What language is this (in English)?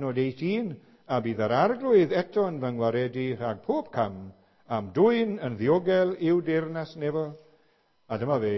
Welsh